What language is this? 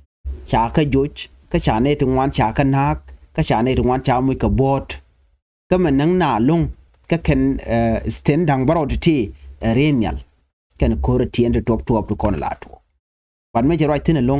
Nuer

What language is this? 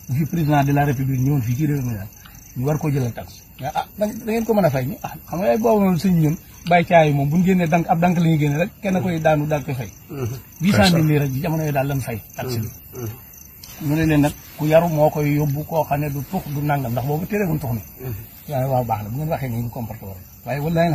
Wolof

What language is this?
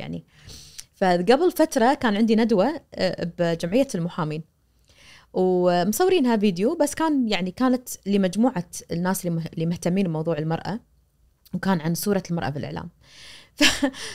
Najdi Arabic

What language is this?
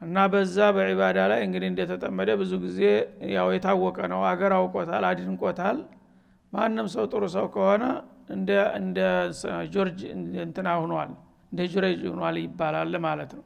Amharic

